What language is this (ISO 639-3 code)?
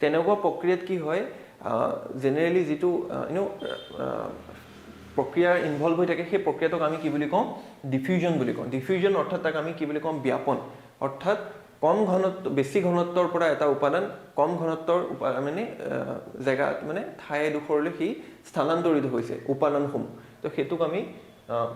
asm